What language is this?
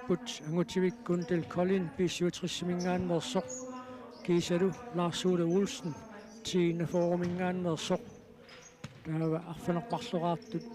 Kalaallisut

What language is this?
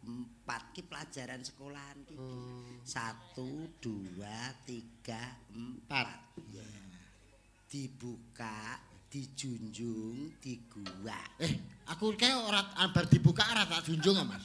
Javanese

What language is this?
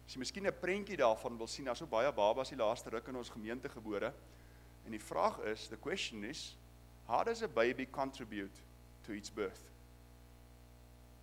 Afrikaans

